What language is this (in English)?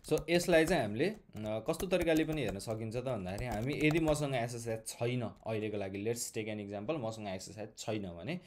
Nepali